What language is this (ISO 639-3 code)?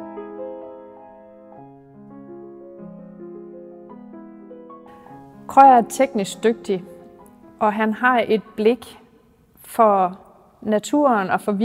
dan